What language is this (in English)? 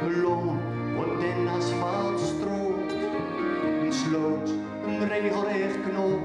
Gronings